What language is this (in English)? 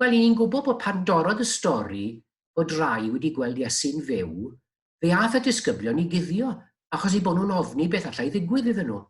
Welsh